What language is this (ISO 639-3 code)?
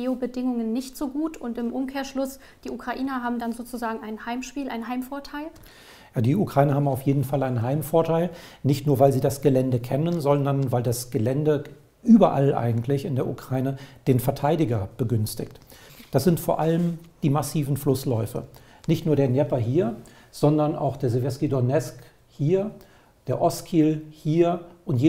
deu